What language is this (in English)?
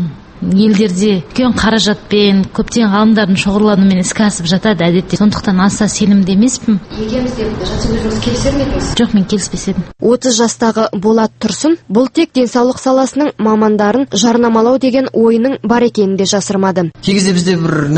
Kazakh